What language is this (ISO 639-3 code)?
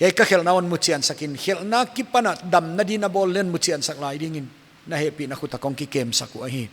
pck